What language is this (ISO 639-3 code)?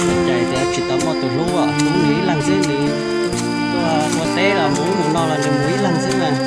hmn